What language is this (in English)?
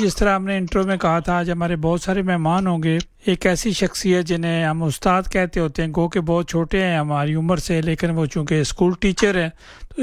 Urdu